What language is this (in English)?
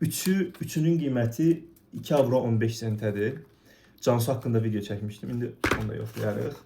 Azerbaijani